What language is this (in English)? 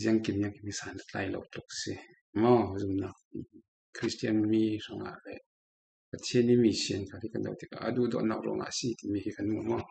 Falam Chin